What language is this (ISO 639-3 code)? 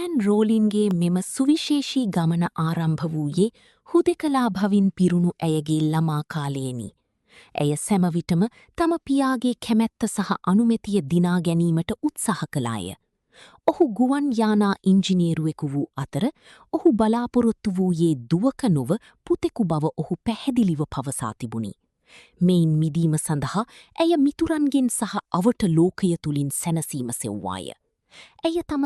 sin